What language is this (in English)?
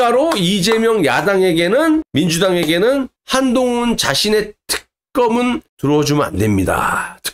Korean